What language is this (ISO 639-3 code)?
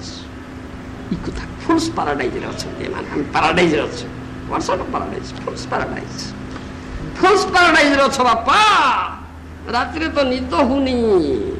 ori